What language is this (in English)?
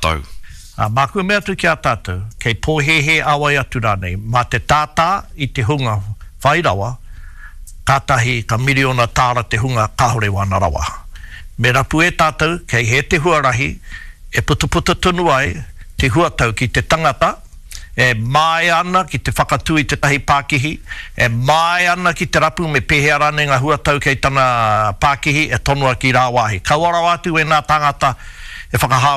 Māori